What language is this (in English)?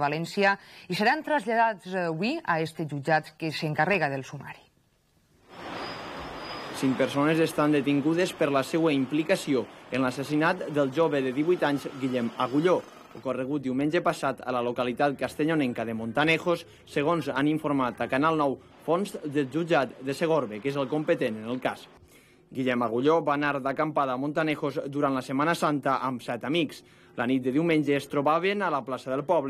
Catalan